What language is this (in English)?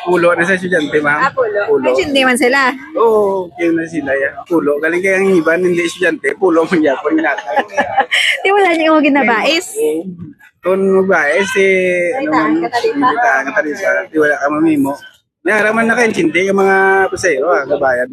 Hiligaynon